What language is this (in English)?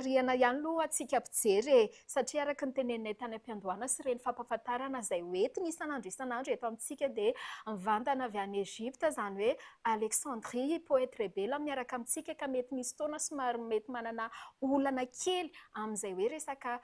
Malagasy